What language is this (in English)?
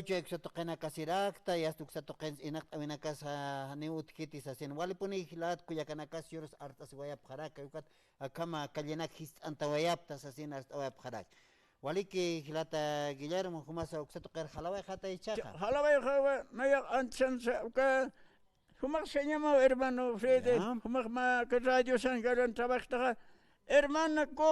Aymara